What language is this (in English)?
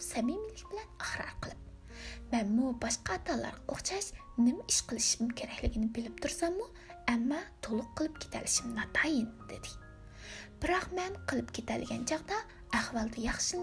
Uyghur